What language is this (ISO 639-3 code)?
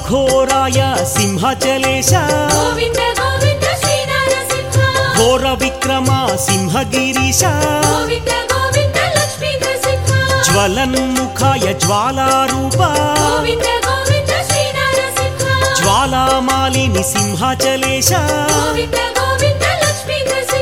tel